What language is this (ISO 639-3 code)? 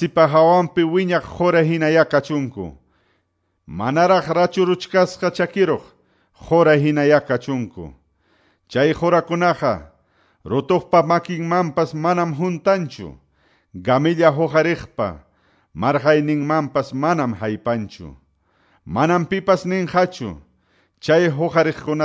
que